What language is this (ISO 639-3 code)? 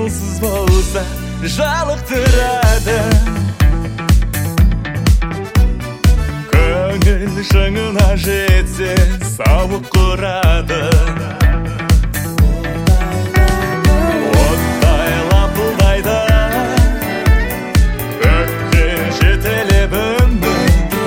kaz